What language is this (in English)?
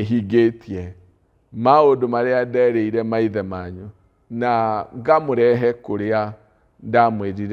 Kikuyu